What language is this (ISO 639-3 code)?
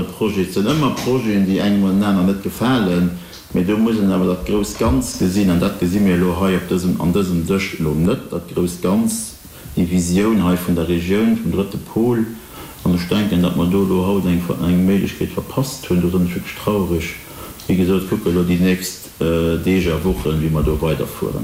ltz